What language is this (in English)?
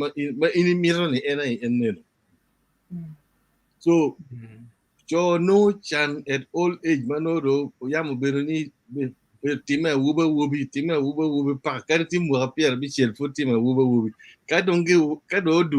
Acoli